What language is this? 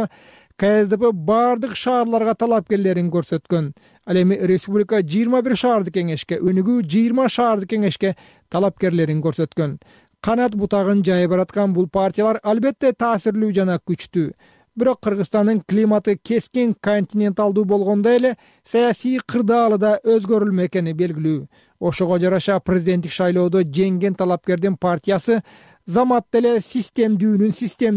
Kyrgyz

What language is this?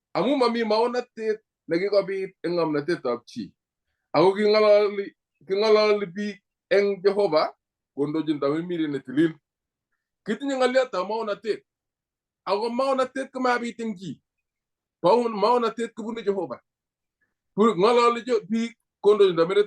Kalenjin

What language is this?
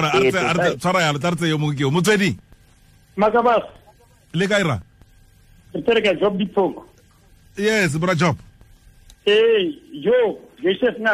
Tswana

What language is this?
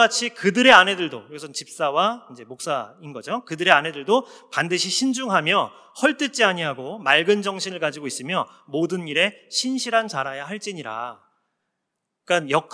Korean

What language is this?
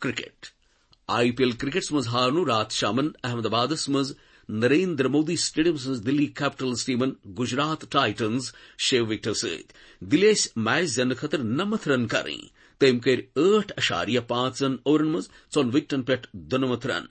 Kashmiri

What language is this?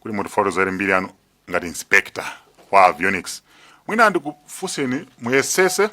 Nyanja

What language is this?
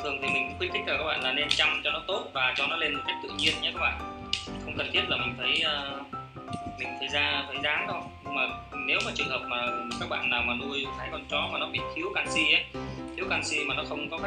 Vietnamese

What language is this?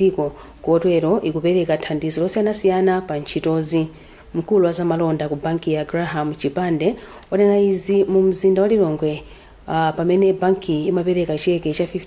Nyanja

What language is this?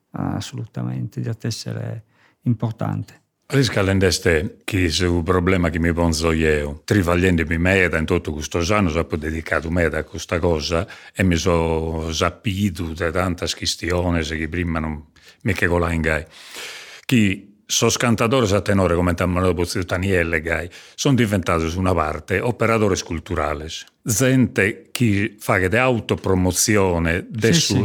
Sardinian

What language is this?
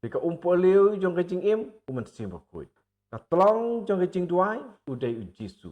Khasi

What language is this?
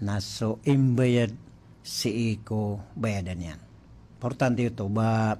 Maranao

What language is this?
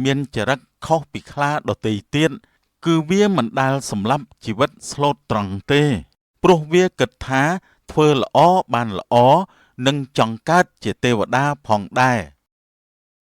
Khmer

